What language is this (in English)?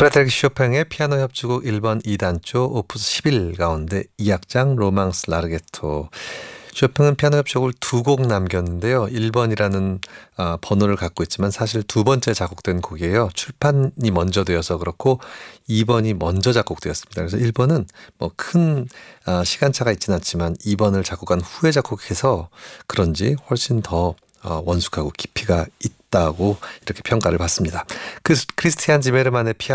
Korean